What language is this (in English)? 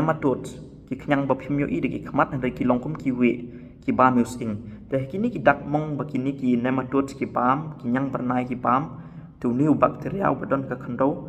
Khasi